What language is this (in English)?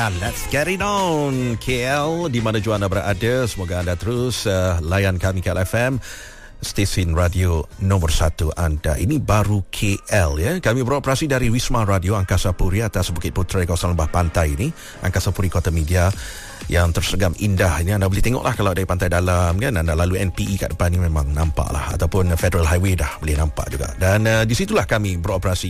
Malay